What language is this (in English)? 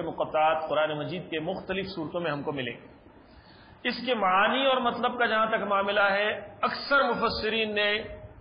Urdu